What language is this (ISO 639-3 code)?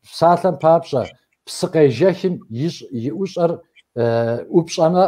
kbd